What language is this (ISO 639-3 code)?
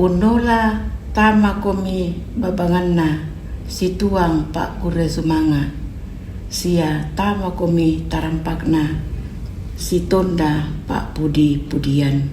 sda